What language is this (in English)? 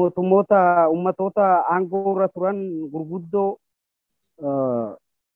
Oromo